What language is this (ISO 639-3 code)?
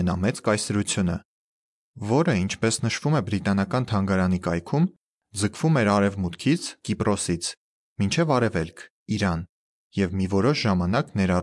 hye